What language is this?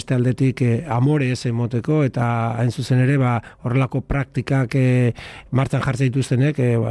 Basque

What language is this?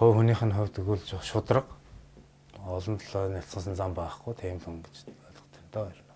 Mongolian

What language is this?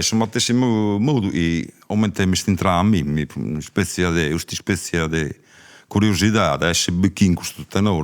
Sardinian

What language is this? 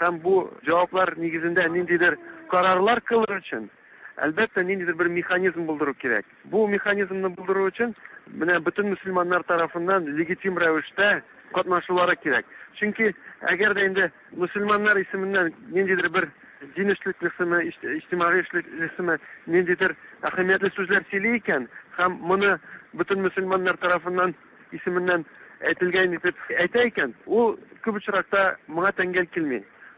Tatar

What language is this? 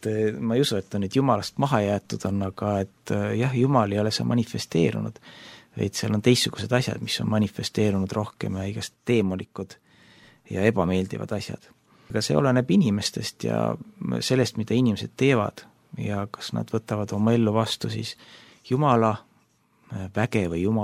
Estonian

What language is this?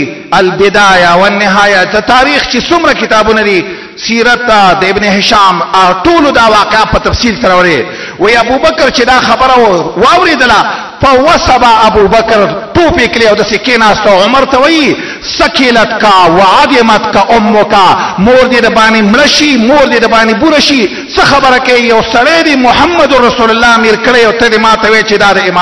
Pashto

